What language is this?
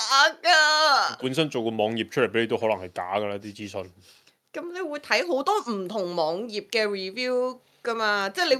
Cantonese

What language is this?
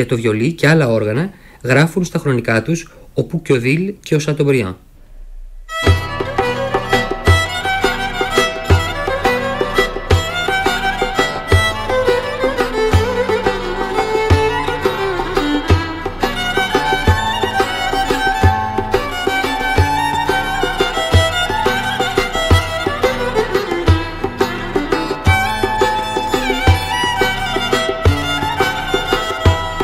Greek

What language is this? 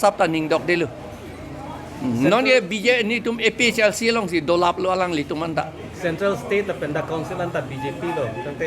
Karbi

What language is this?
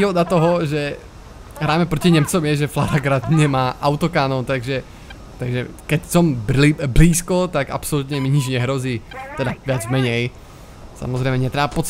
Slovak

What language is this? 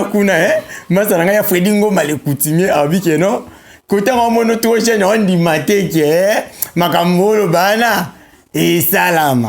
Lingala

